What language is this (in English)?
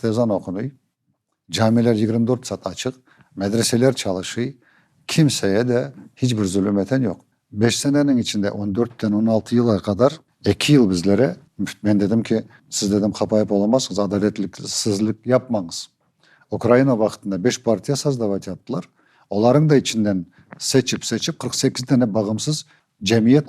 Crimean Tatar